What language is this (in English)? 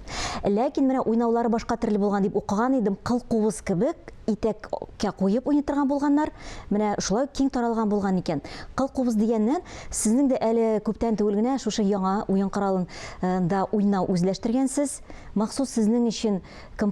Tatar